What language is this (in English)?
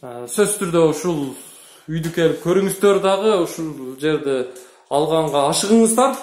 Kyrgyz